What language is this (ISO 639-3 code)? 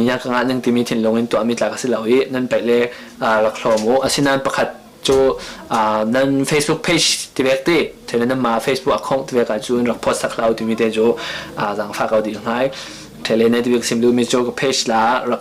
cfm